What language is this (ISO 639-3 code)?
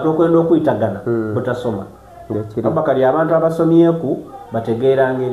xog